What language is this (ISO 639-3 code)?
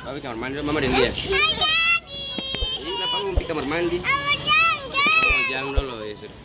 abs